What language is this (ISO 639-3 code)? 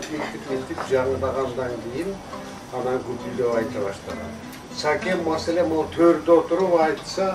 kir